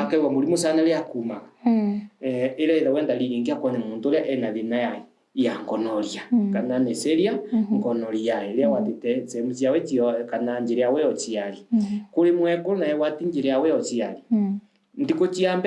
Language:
Meru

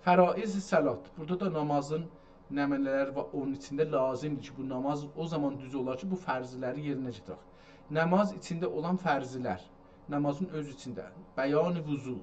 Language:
South Azerbaijani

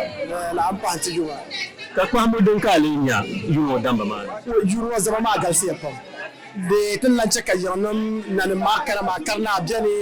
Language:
Dagbani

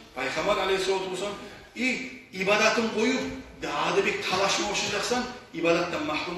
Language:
Kumyk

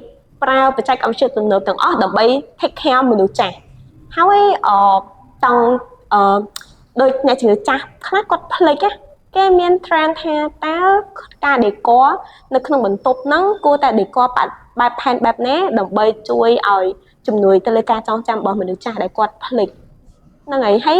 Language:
Khmer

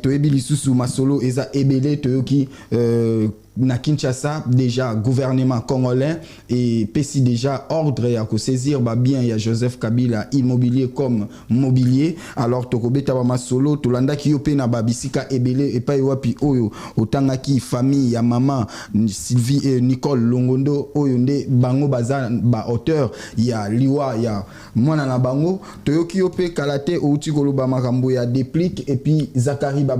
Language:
Lingala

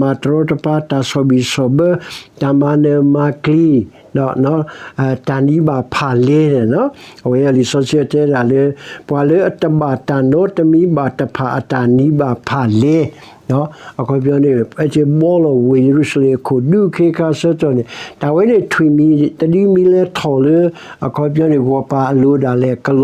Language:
S'gaw Karen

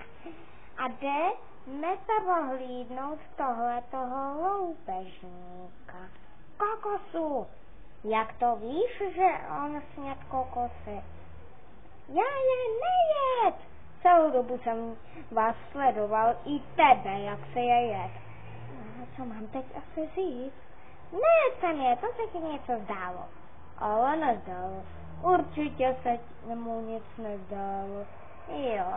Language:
Czech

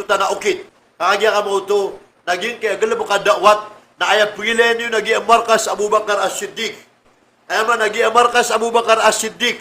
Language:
Maranao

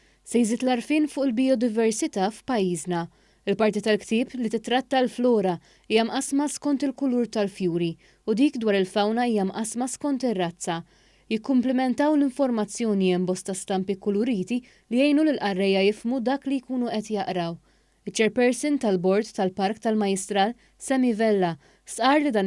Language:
Maltese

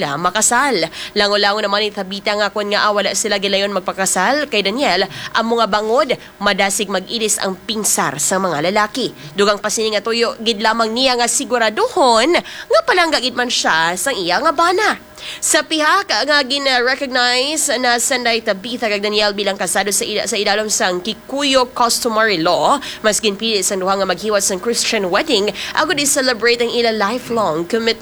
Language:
Hiligaynon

